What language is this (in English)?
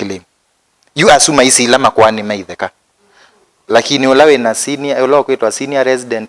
Kamba